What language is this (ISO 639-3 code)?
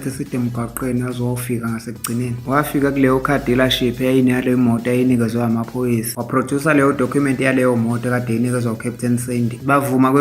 zul